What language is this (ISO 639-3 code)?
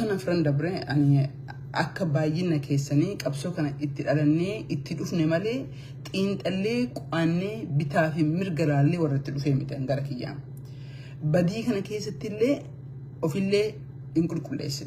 orm